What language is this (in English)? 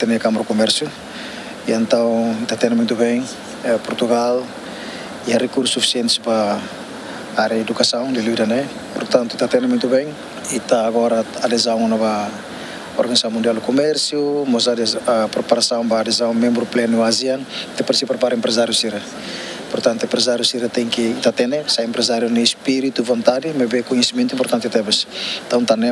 Tetum